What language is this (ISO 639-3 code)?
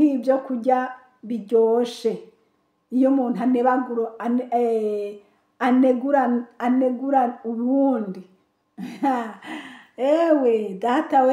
run